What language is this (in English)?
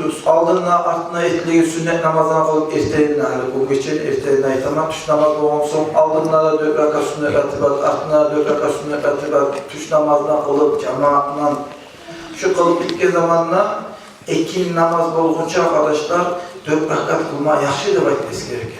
Kumyk